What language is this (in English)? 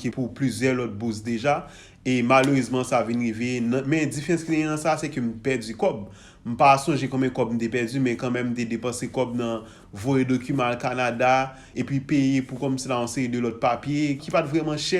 Haitian Creole